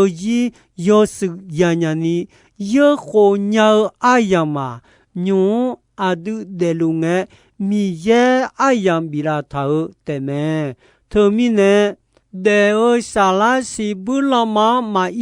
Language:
Akha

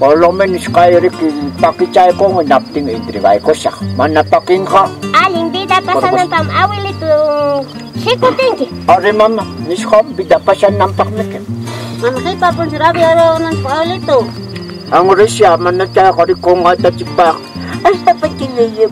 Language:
Ayacucho Quechua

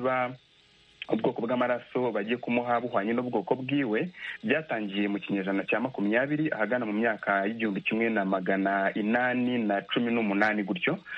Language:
Kinyarwanda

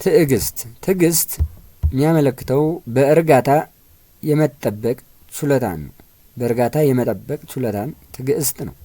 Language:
Amharic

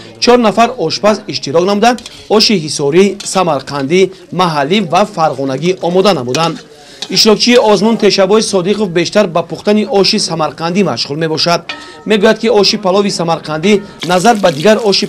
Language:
Tajik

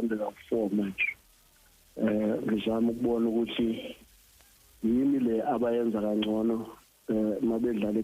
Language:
Zulu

